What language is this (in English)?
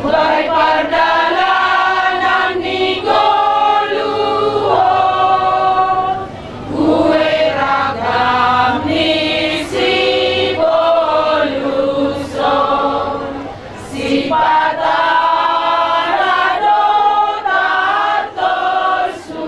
Batak Simalungun